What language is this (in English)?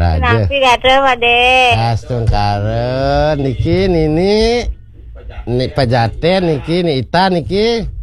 Balinese